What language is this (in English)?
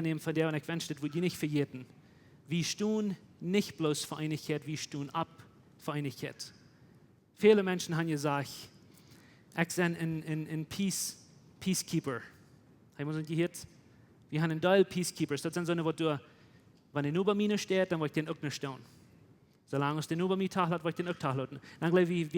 Plautdietsch